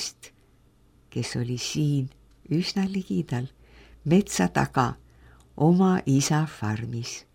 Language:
Estonian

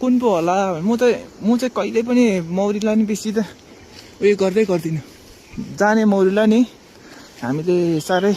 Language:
Nepali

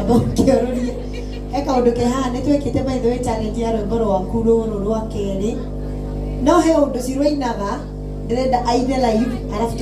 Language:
Kikuyu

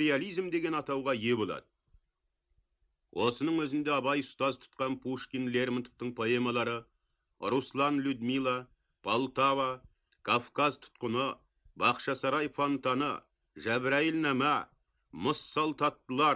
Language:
Kazakh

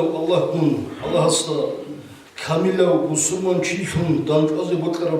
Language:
Avaric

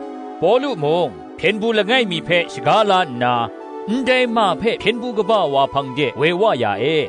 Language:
Kachin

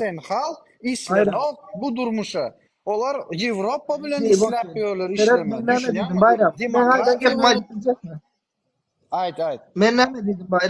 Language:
Turkmen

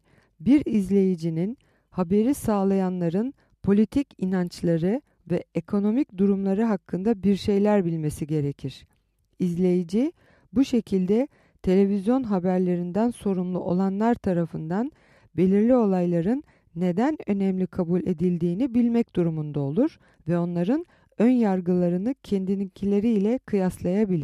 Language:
Turkish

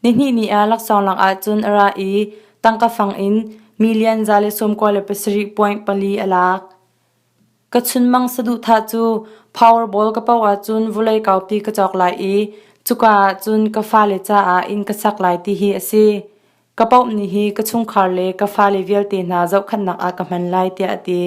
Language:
Hakha Chin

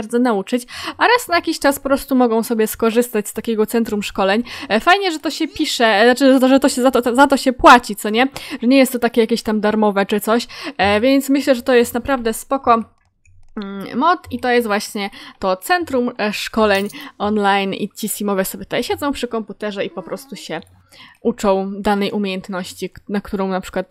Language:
Polish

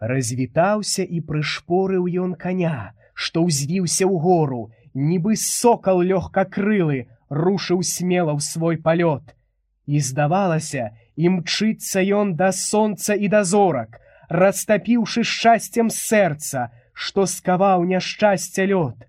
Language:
Belarusian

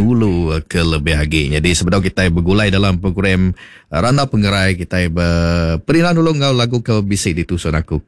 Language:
Iban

